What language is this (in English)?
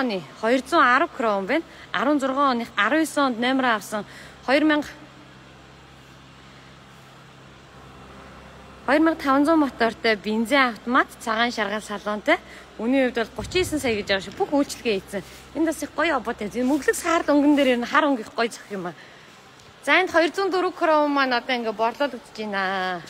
Mongolian